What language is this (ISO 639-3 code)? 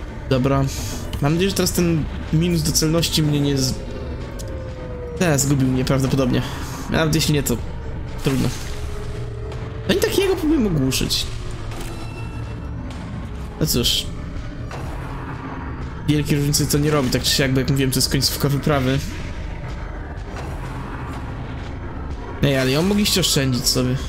pol